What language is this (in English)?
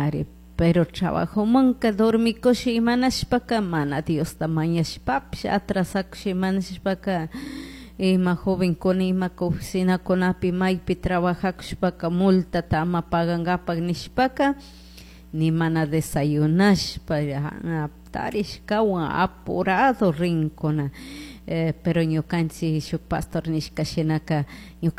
Chimborazo Highland Quichua